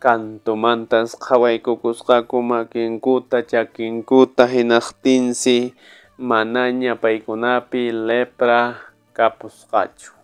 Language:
Quechua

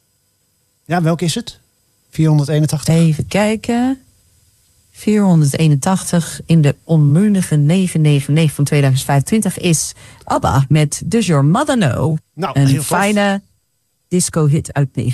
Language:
Dutch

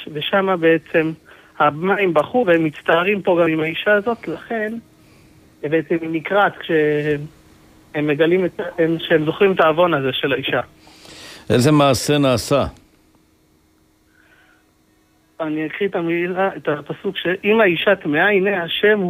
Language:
Hebrew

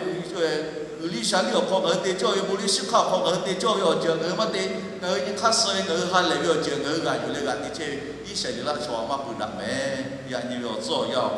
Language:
Lahu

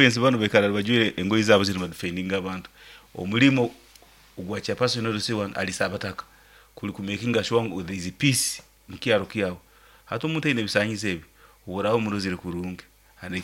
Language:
Nyankole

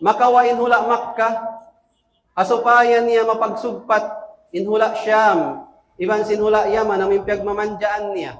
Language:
Tausug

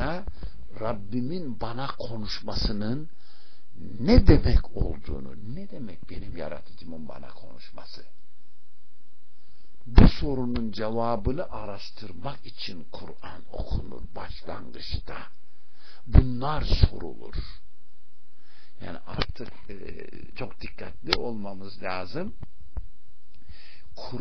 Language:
Turkish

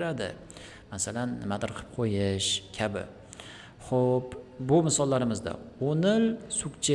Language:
Uzbek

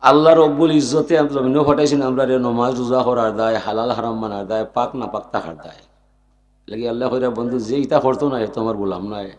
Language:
Sylheti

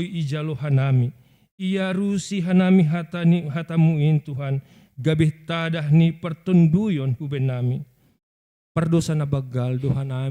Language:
Batak Simalungun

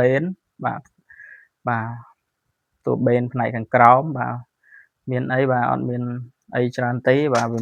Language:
Khmer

